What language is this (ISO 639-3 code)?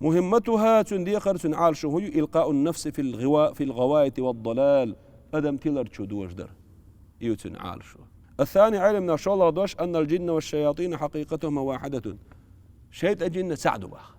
che